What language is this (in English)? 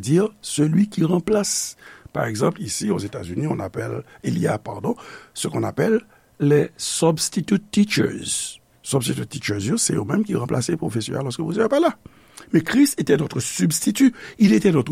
Haitian Creole